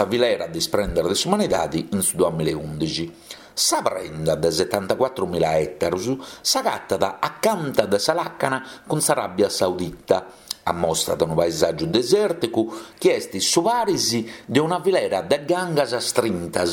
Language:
Sardinian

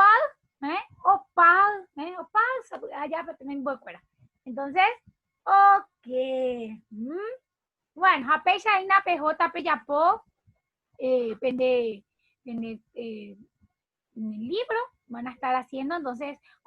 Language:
Guarani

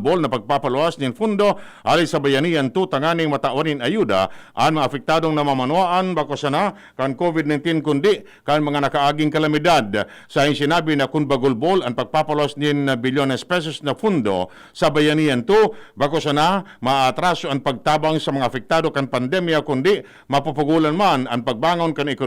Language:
Bikol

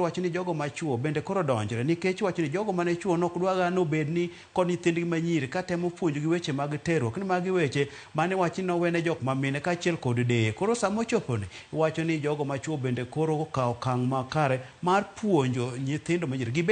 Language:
Luo (Kenya and Tanzania)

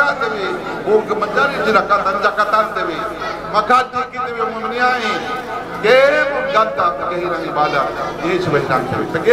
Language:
Yakan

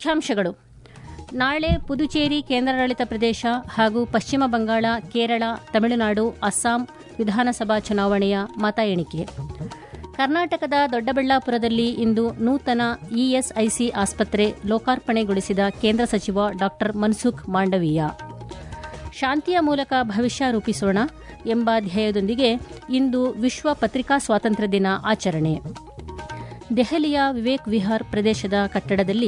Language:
Kannada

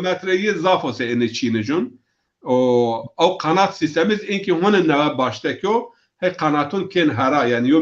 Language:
Zaza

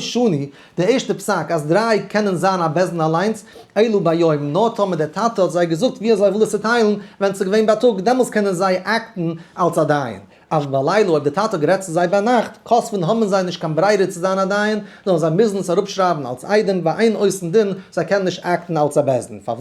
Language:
Yiddish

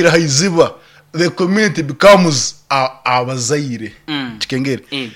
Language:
Nyankole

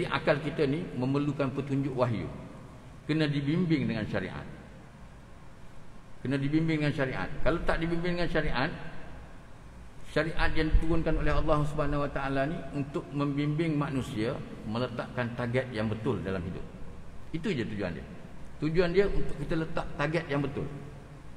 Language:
Malay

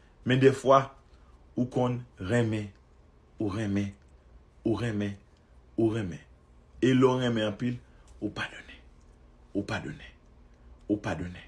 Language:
Haitian Creole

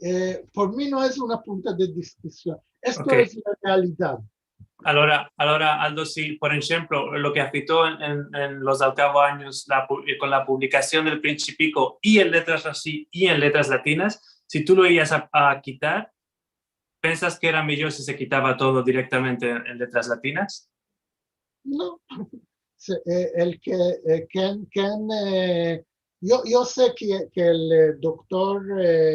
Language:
Ladino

